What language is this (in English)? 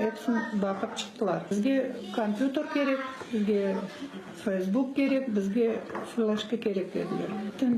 Crimean Tatar